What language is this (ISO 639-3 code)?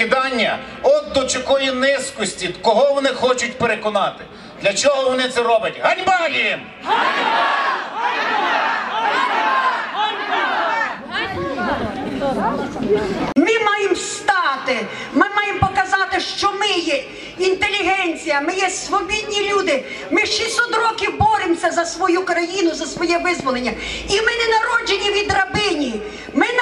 ukr